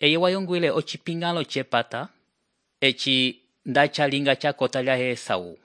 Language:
Umbundu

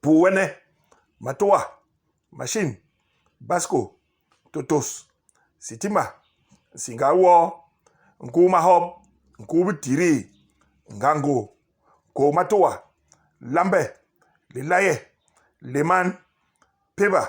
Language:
Basaa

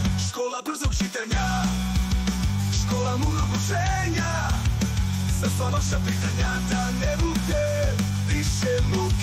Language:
Serbian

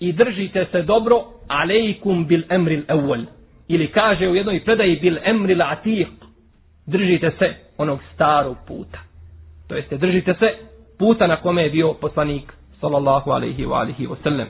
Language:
Bosnian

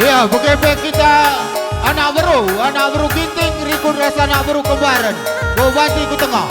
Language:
Batak Karo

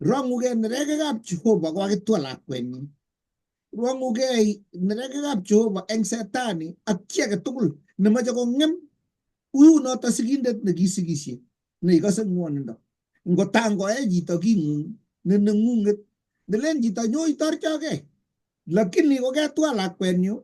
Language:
Kalenjin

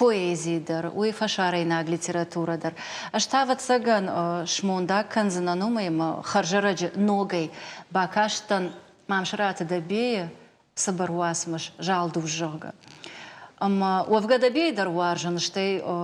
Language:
Ossetic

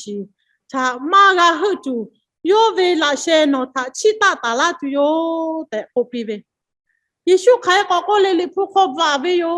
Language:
Lahu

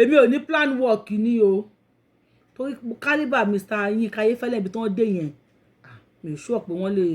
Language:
Yoruba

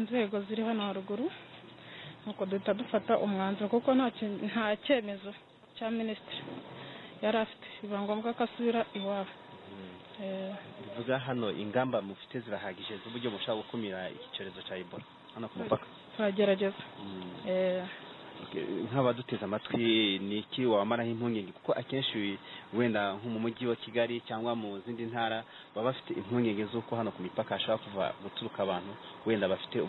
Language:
Kinyarwanda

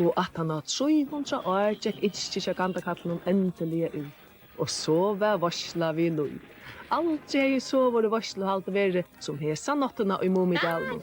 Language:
Faroese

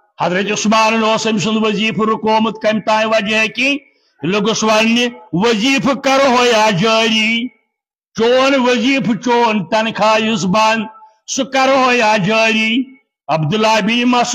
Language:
Kashmiri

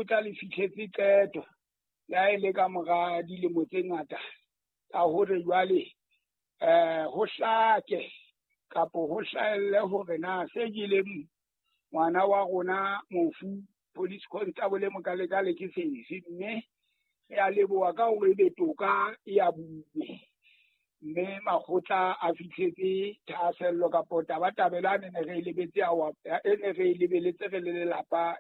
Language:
Southern Sotho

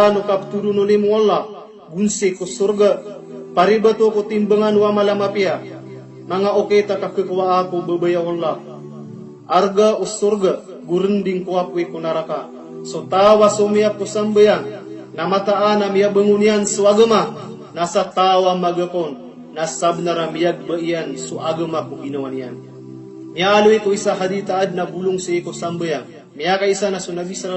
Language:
Maranao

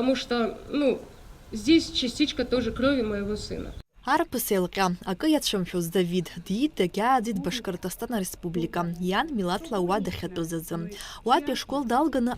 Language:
Abkhazian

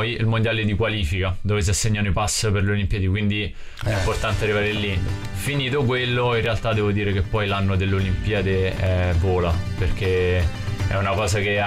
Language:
Italian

